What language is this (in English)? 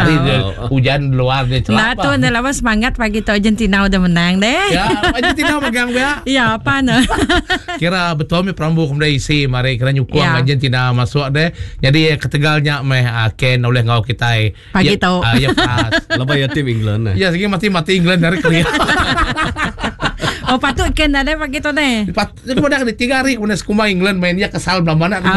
Iban